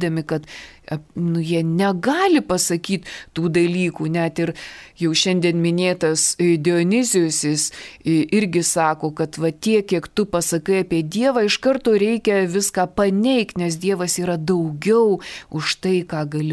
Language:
Lithuanian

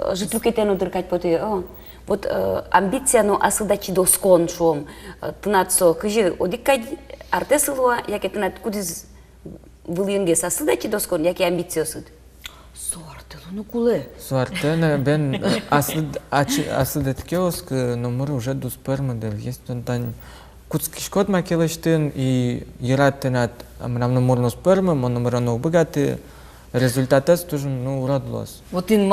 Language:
Udmurt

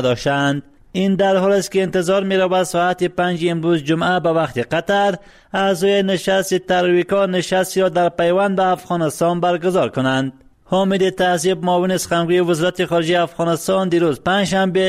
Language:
Persian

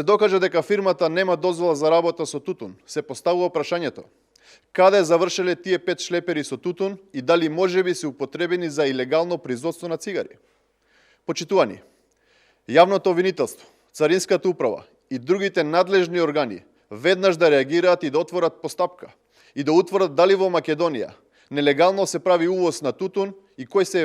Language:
Macedonian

